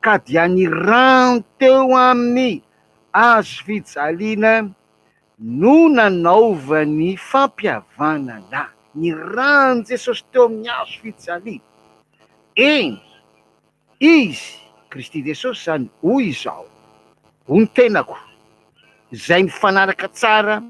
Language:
Malagasy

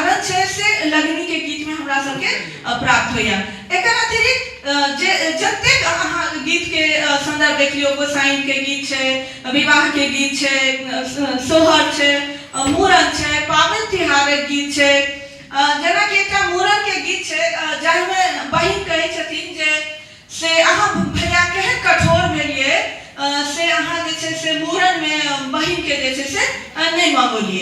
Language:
Maithili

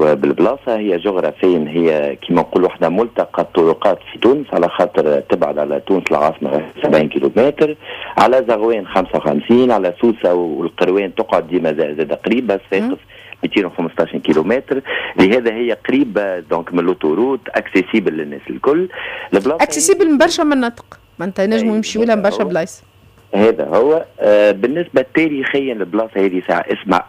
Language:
Tunisian Arabic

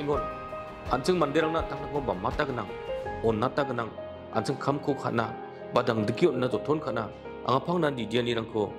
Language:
Garo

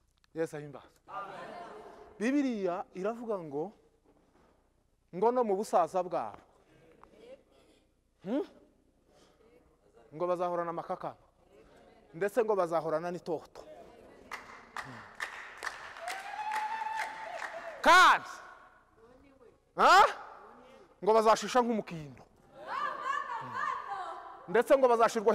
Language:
Kinyarwanda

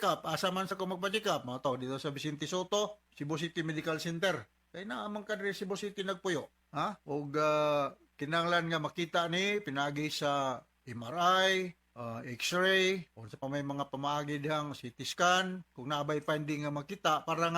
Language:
Cebuano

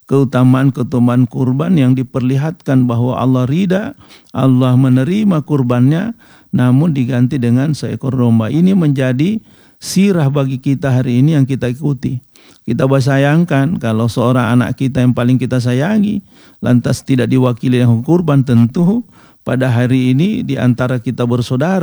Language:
Indonesian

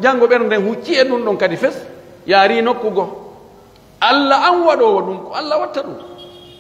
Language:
Pular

